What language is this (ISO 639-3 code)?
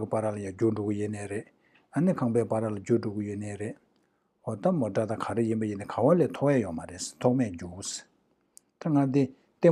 bod